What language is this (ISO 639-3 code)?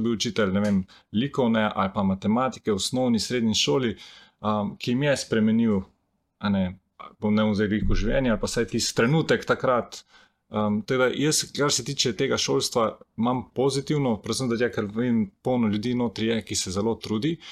slv